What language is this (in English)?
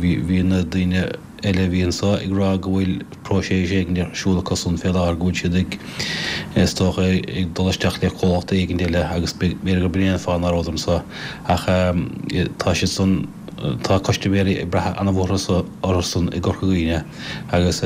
Irish